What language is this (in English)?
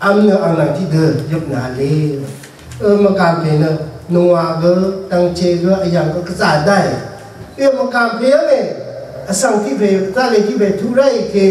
Rawang